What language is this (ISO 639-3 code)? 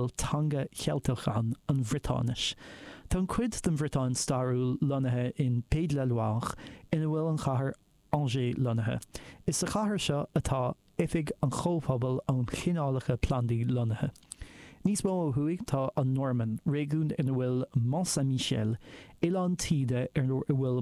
gle